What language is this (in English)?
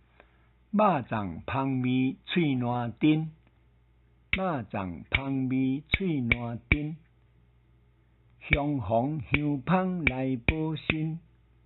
Min Nan Chinese